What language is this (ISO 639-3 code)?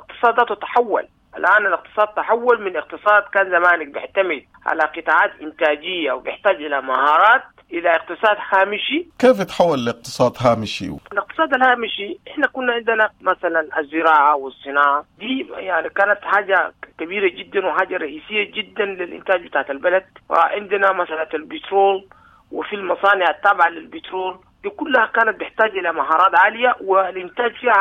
apd